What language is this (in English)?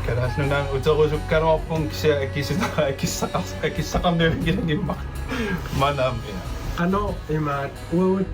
Kalaallisut